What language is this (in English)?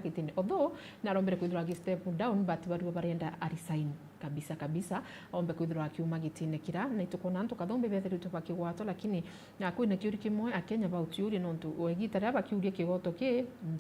Meru